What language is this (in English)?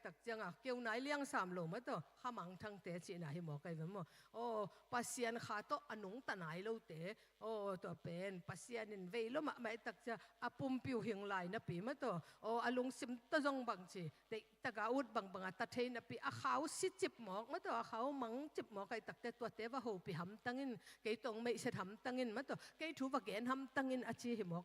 Tedim Chin